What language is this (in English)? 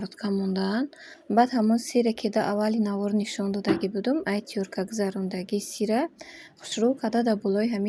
Tajik